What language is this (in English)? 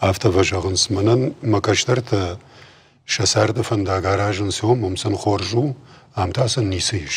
Ossetic